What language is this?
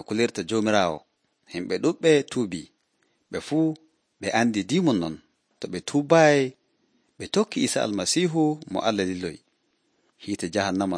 Nigerian Fulfulde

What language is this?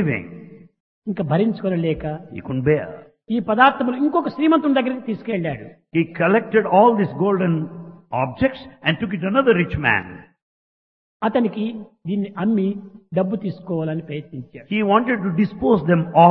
Telugu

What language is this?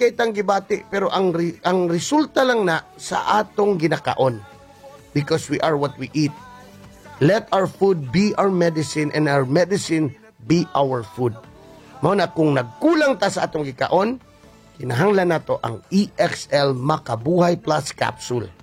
Cebuano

